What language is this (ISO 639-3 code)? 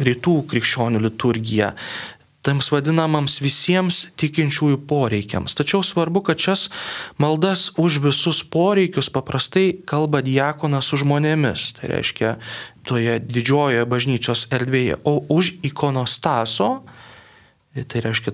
lit